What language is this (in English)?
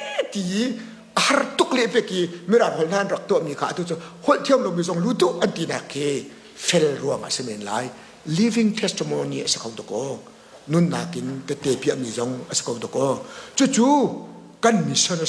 Hakha Chin